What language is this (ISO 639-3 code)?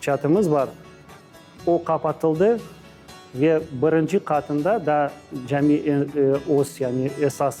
crh